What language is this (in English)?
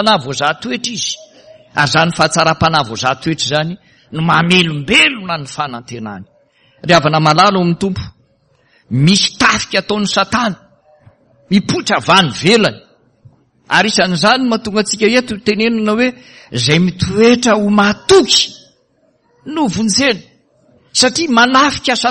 Malagasy